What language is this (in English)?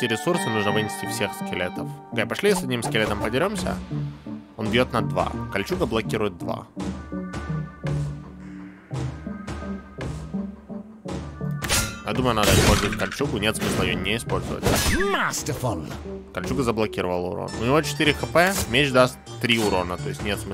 Russian